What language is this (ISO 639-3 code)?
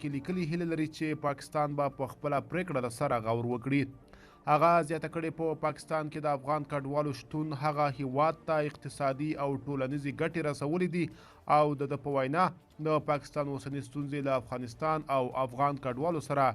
pus